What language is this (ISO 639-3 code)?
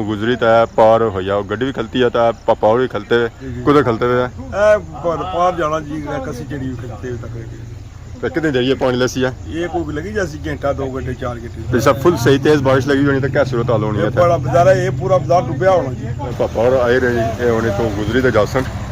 phr